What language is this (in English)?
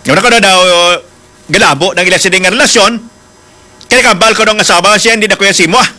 Hiligaynon